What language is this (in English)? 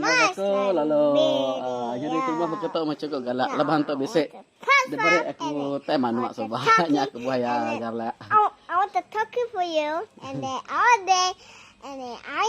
Iban